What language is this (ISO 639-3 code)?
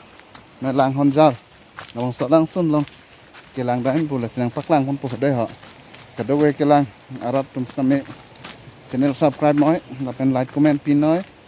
mjw